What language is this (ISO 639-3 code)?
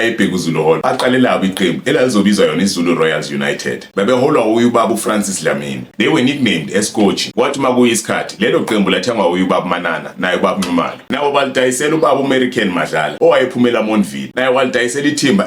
zul